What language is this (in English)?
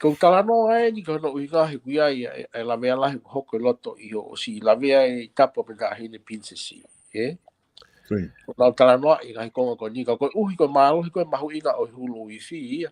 Tongan